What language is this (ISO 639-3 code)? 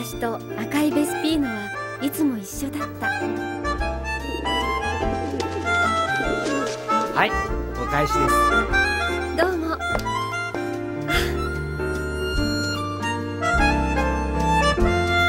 jpn